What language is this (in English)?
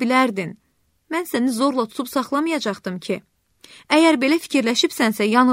Azerbaijani